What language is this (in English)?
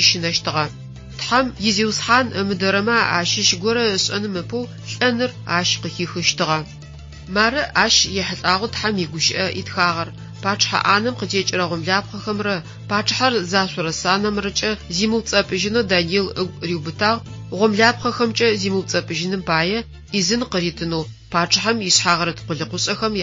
Adyghe